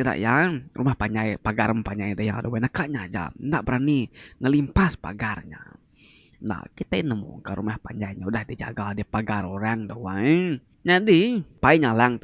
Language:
Iban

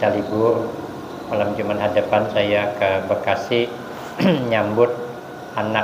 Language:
Banjar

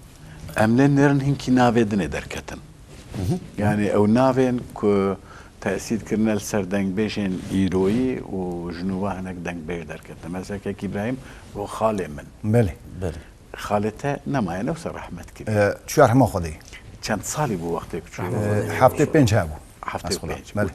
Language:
Kurdish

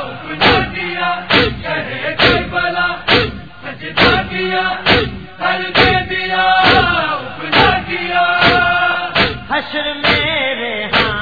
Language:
Urdu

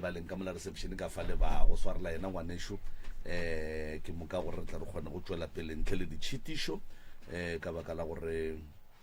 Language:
Northern Sotho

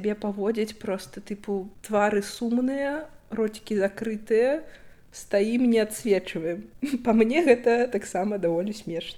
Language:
Belarusian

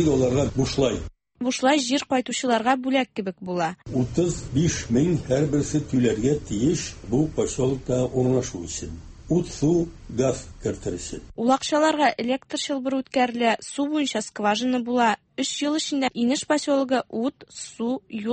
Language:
Tatar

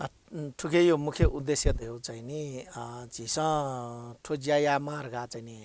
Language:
Newari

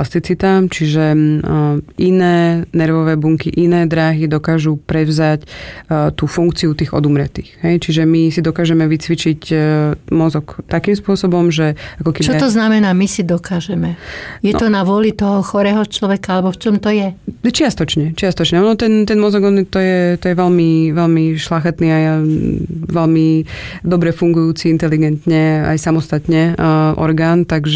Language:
Slovak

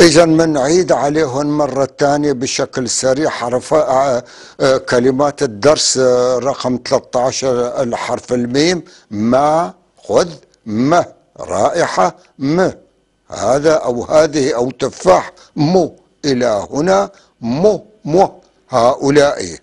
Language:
North Levantine Arabic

